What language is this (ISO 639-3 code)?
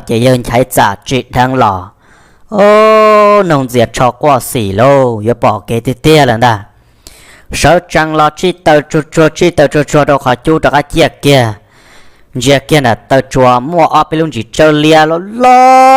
hmn